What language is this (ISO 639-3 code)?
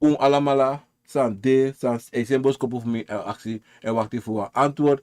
srn